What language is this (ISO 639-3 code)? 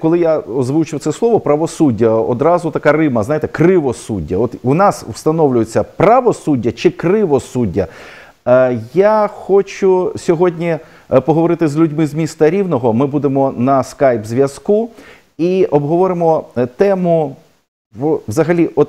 ukr